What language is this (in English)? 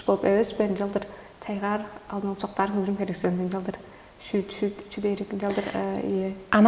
Tuvinian